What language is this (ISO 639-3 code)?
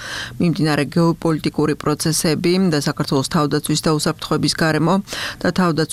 kat